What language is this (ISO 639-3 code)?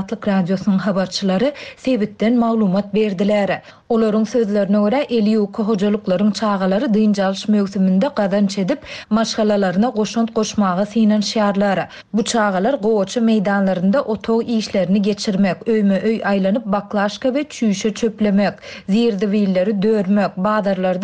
tuk